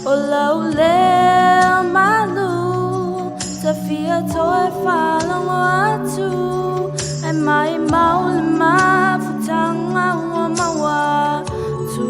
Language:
Samoan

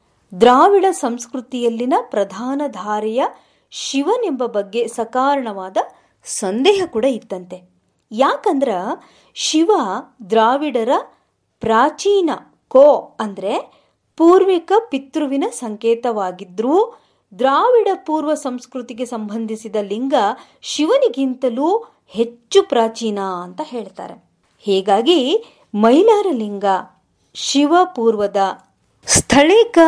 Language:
Kannada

